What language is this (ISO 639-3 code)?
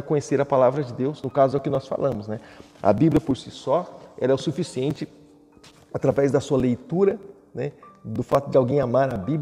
por